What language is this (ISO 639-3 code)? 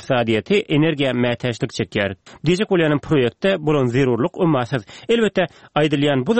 tuk